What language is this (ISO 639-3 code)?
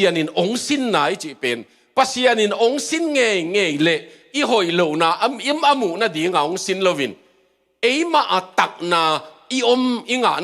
ctd